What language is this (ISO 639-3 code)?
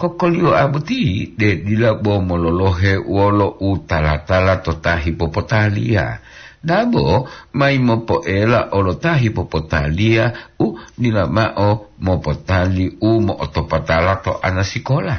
gor